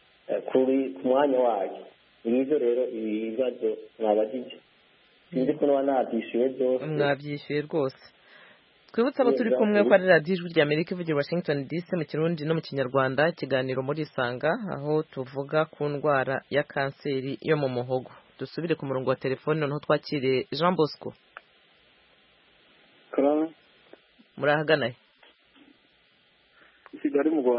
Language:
Kinyarwanda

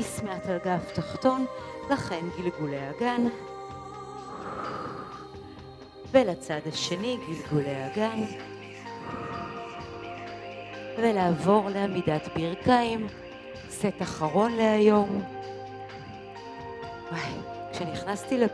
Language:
Hebrew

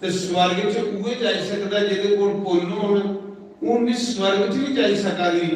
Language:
Dogri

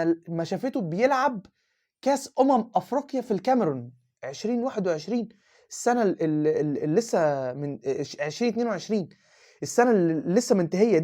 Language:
Egyptian Arabic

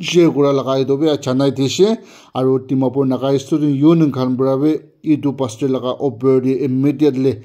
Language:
Naga Pidgin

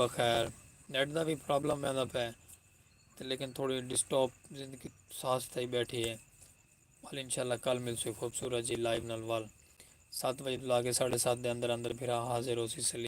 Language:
Saraiki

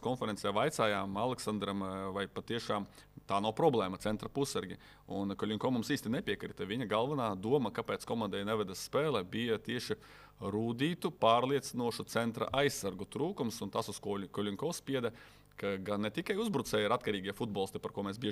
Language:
Latvian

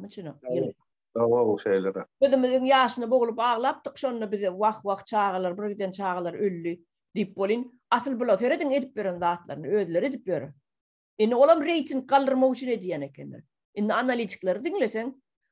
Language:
Turkmen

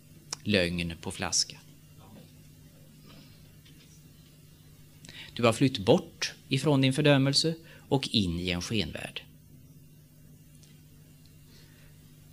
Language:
Swedish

